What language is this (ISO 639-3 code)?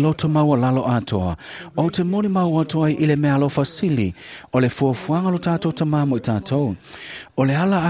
smo